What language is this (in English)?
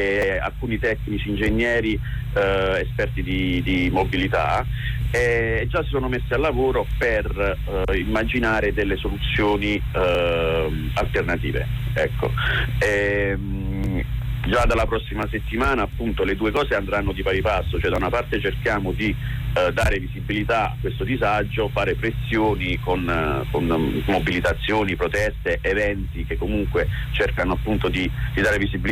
Italian